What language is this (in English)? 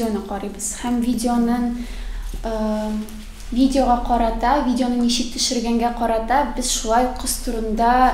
Tatar